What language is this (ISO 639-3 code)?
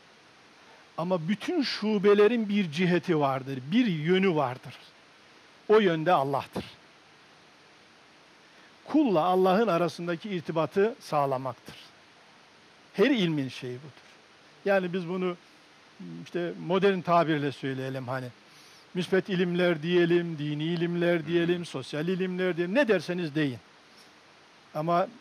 tur